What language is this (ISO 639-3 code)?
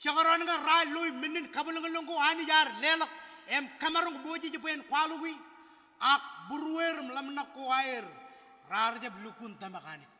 mah